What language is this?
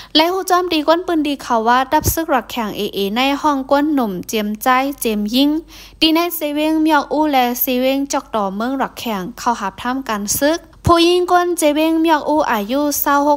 Shan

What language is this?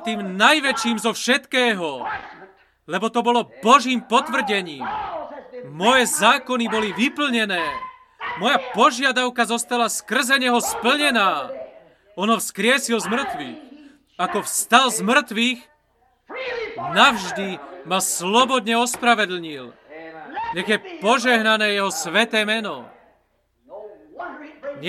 Slovak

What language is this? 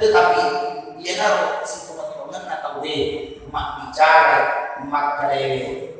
Buginese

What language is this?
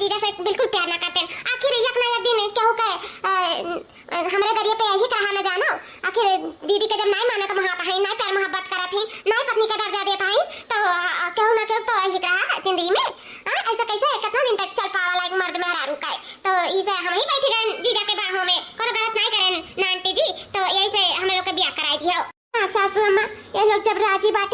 Awadhi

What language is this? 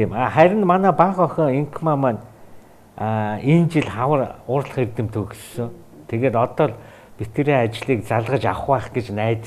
Mongolian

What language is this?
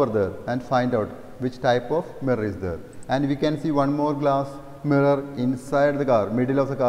English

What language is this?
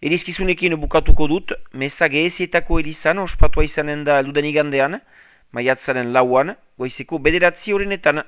Basque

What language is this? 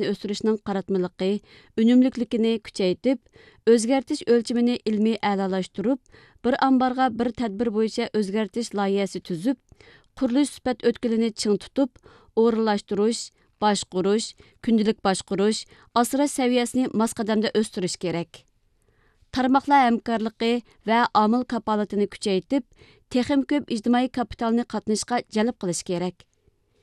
Uyghur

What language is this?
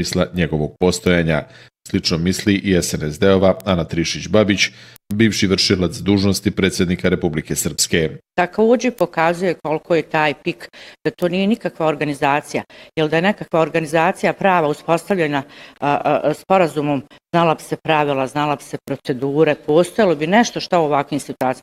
Bosnian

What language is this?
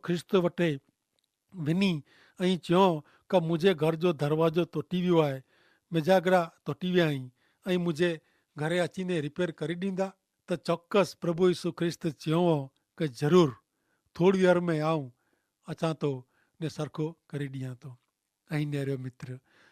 Kachhi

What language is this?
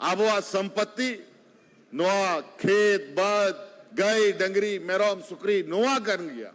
Santali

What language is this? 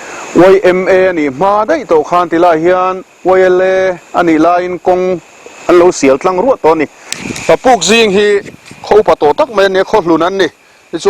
Mizo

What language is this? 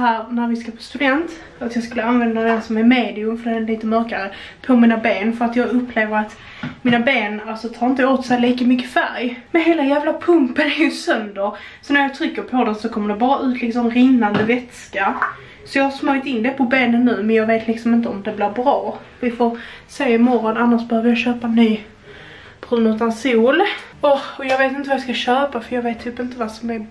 Swedish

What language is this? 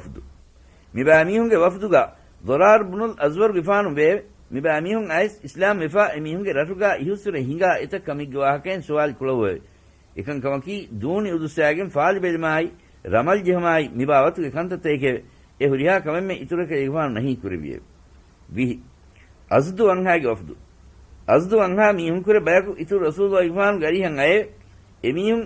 Divehi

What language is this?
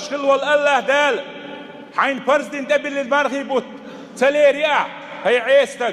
Chechen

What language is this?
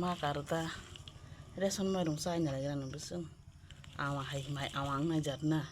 Kok Borok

